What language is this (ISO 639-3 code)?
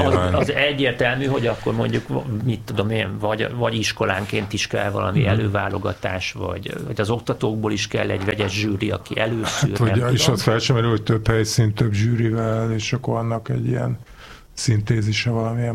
hun